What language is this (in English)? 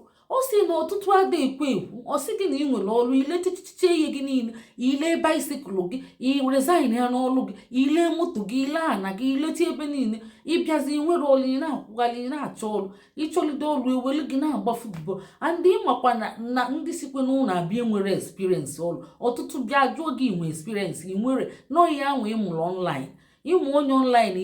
Igbo